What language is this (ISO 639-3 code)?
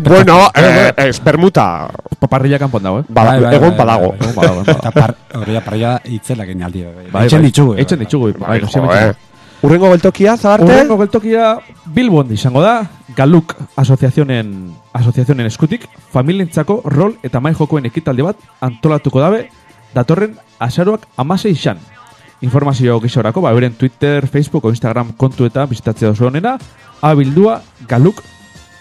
eus